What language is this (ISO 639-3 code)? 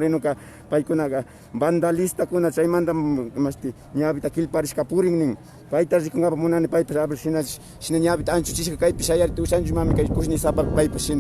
qvi